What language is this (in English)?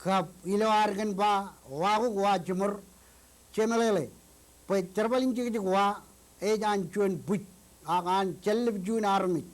Marshallese